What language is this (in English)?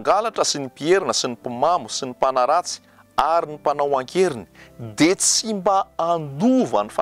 Malagasy